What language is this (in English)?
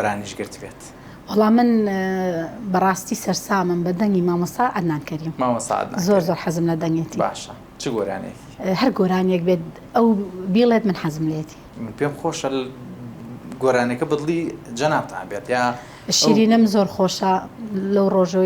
Central Kurdish